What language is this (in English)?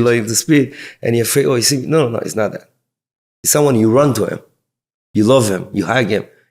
Yiddish